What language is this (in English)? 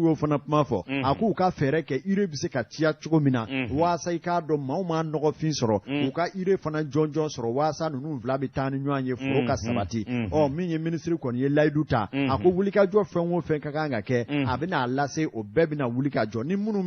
Bambara